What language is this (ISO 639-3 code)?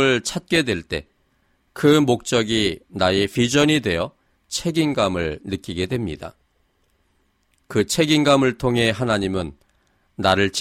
kor